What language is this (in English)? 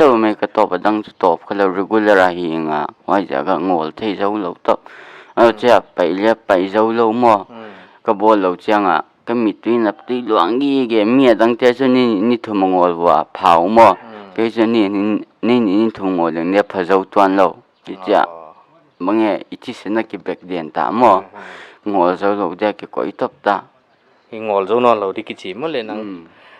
Paite Chin